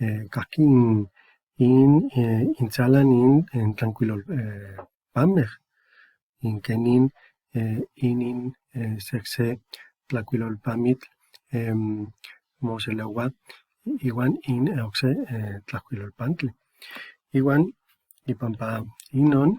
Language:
Eastern Huasteca Nahuatl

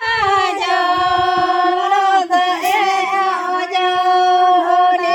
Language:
Santali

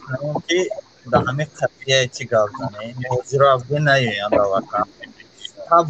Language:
Tajik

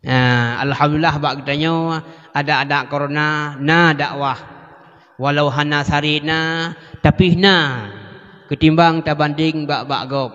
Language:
Achinese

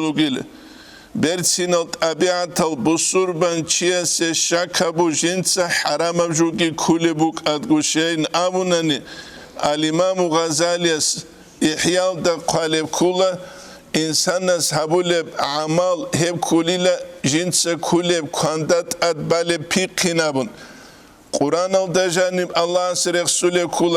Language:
Avaric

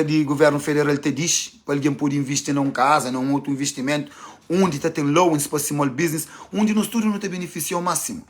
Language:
Kabuverdianu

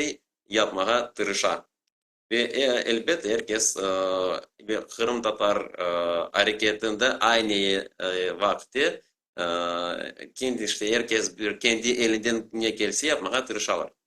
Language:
Crimean Tatar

